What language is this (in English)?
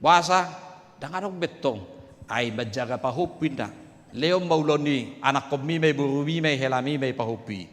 Batak Toba